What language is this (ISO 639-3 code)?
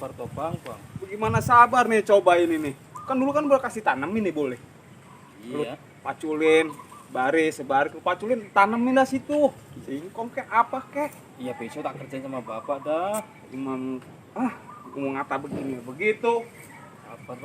bew